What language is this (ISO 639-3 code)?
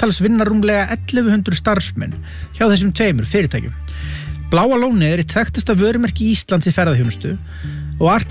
isl